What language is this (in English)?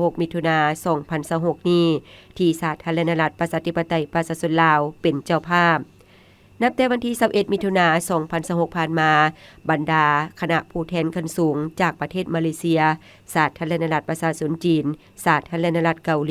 Lao